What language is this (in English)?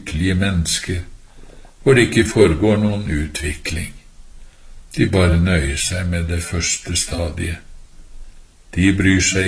Norwegian